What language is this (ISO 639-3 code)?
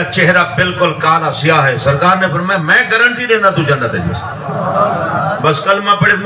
skr